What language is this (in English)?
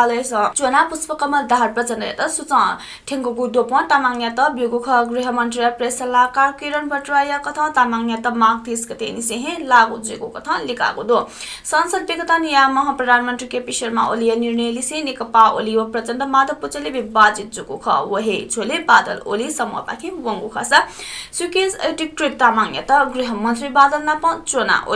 Newari